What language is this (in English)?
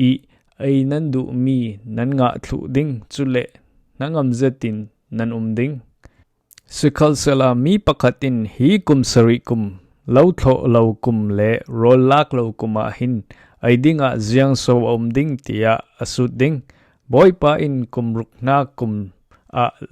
Falam Chin